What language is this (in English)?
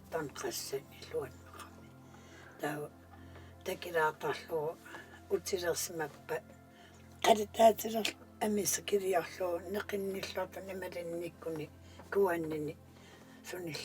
Kalaallisut